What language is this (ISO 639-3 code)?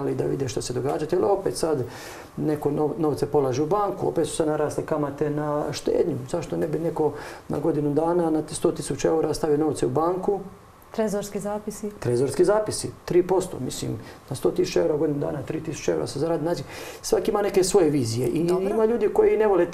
hrv